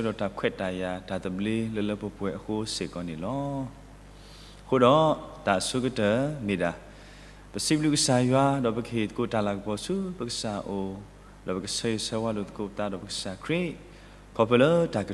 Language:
S'gaw Karen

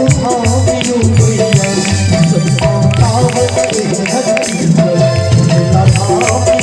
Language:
Maithili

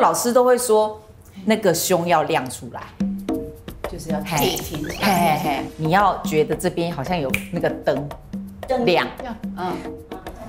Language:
Chinese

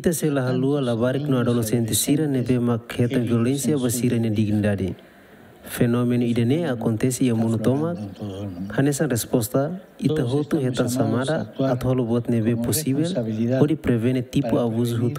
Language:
Tetum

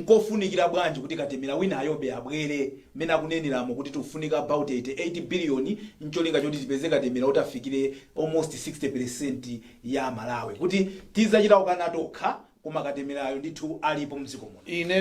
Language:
Nyanja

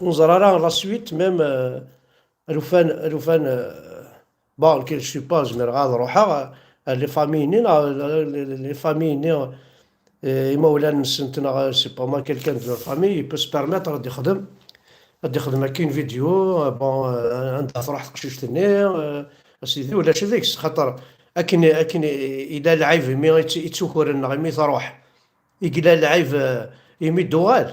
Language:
Kabyle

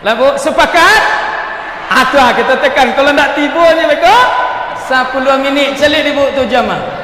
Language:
Minangkabau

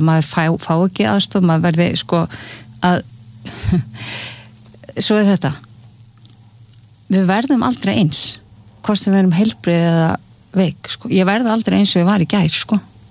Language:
Icelandic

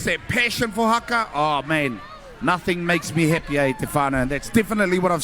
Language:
Māori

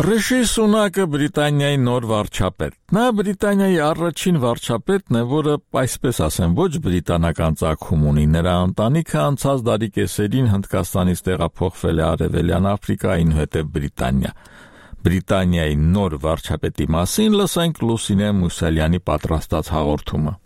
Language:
Armenian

